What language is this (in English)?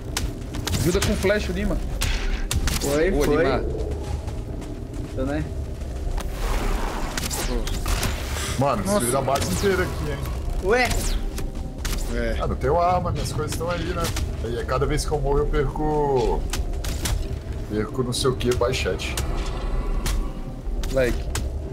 Portuguese